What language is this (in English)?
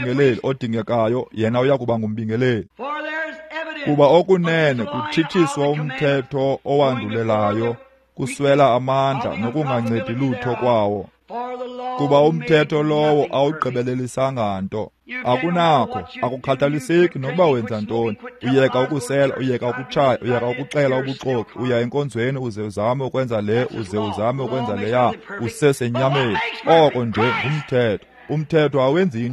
Xhosa